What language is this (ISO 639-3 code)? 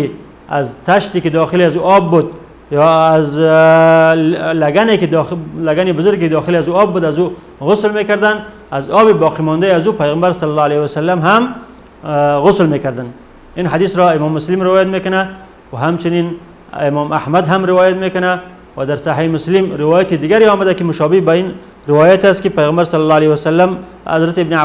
fas